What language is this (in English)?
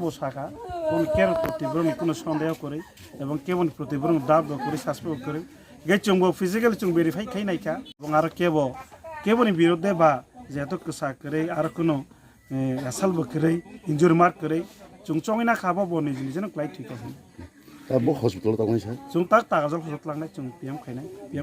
Kok Borok